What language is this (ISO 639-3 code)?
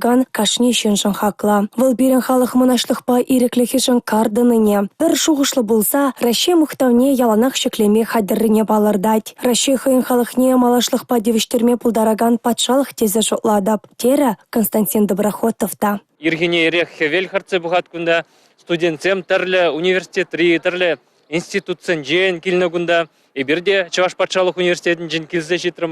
chv